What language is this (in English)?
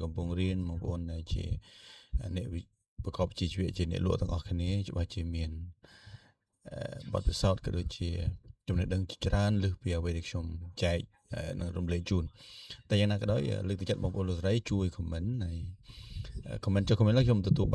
Khmer